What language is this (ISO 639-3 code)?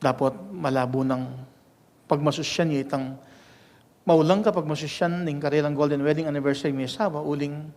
pam